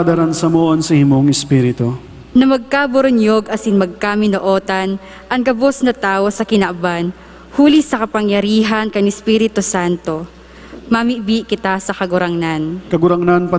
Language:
Bikol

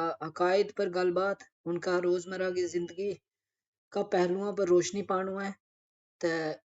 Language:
Gujari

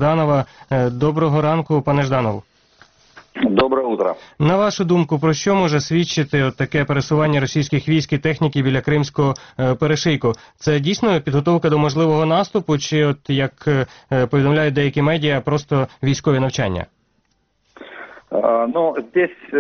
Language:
Ukrainian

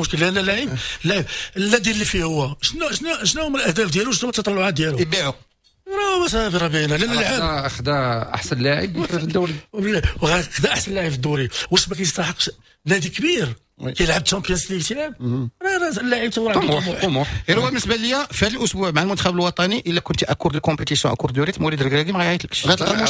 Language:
Moroccan Arabic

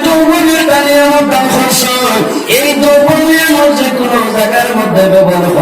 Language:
Sylheti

